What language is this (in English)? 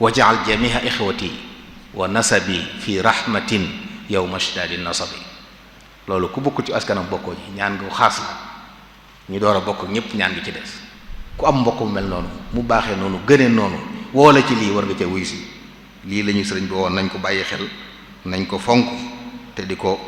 Wolof